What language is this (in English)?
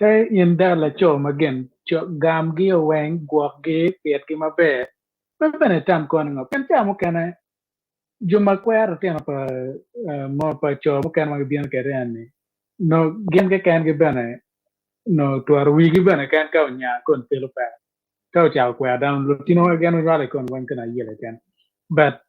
Acoli